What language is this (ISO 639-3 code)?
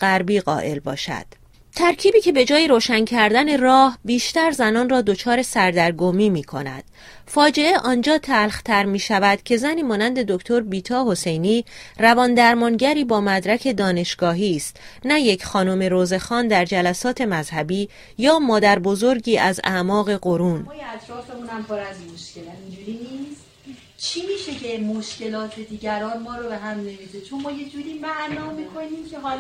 fas